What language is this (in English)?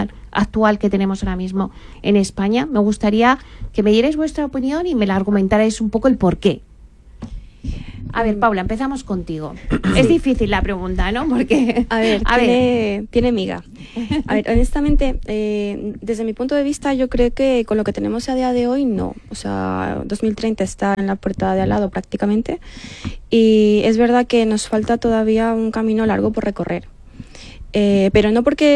Spanish